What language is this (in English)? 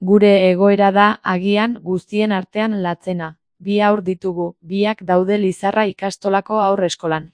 Basque